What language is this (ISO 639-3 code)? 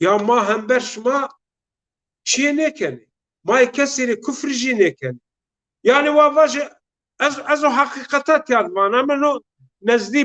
zza